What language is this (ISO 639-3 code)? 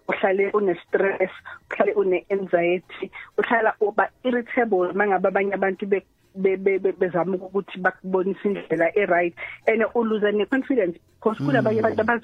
nbl